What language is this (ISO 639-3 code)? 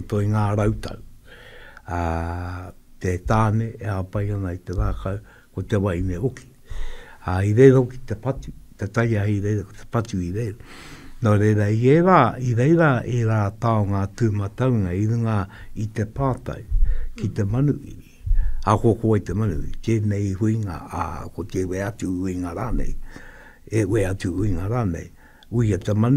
mri